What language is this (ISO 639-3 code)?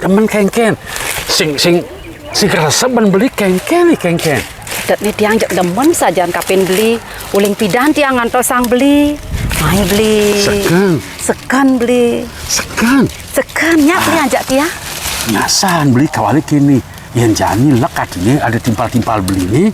ban